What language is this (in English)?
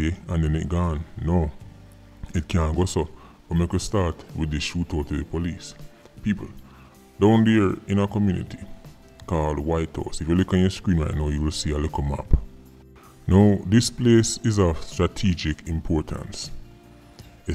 Jamaican Creole English